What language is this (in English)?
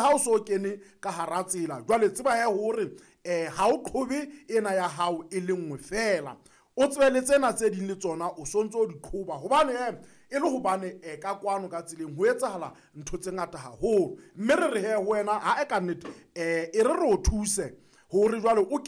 Southern Sotho